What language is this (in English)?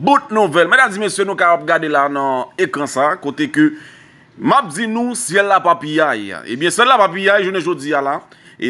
Haitian Creole